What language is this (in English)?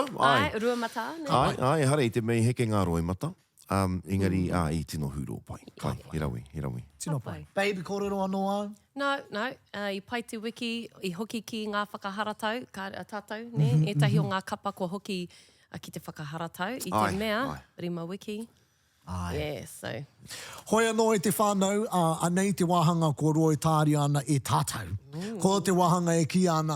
Māori